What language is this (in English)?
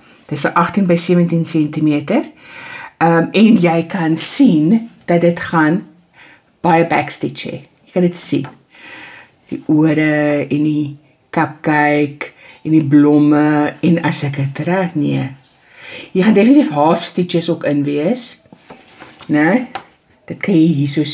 Afrikaans